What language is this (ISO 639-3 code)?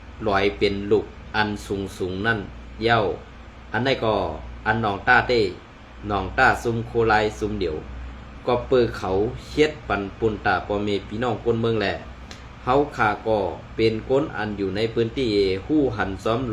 shn